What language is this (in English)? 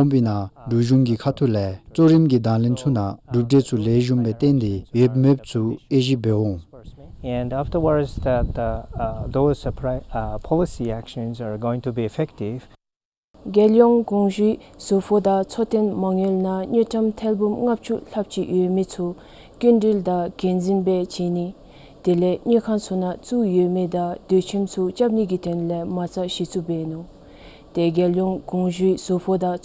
Dzongkha